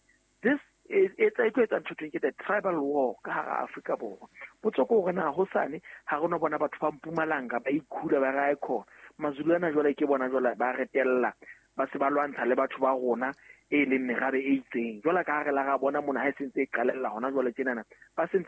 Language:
Southern Sotho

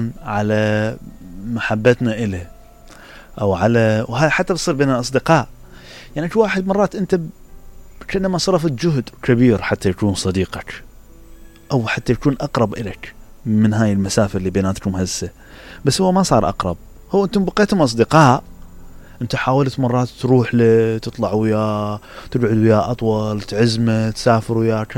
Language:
Mesopotamian Arabic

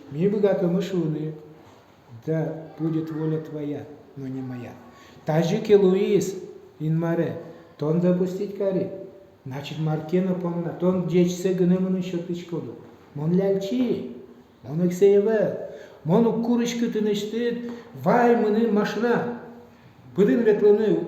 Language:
Udmurt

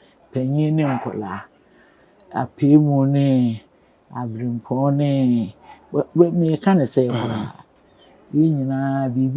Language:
Akan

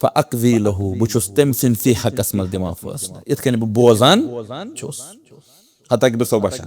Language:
Kashmiri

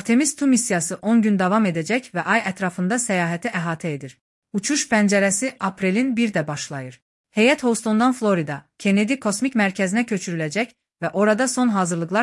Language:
Azerbaijani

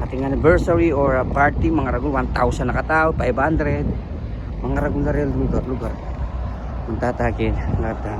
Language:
Pampanga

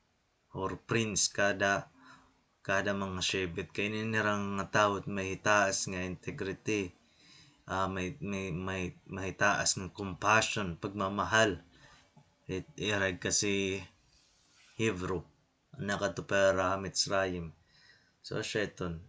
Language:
Waray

